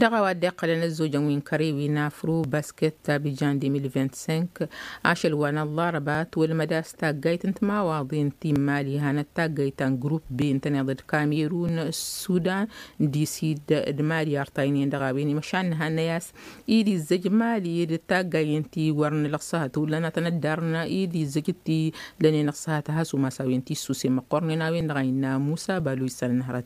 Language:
Tamasheq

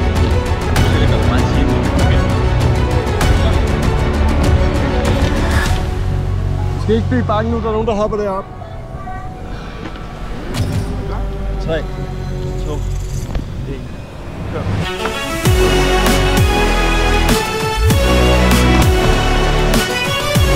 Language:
Danish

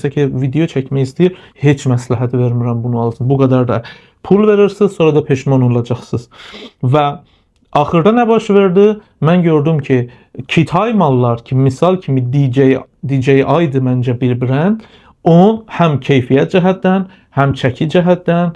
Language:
Azerbaijani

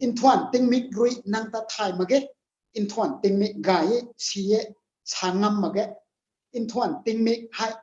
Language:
Rongmei Naga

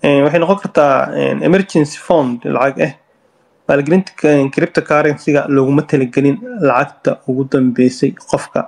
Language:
Somali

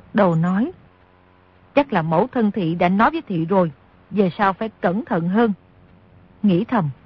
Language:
Vietnamese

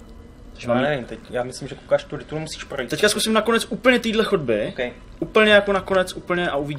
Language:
Czech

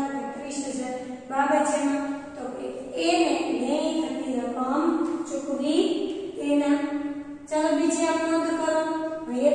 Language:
Gujarati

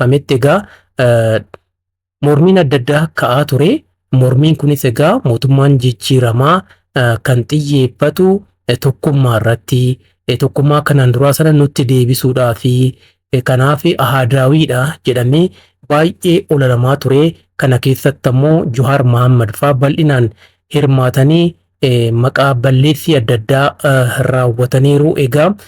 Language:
Oromo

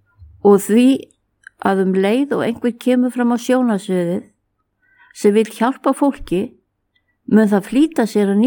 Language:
Icelandic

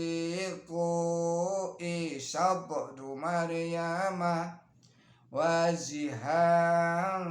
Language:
Javanese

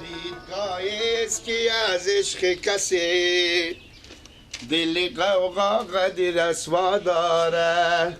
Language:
Persian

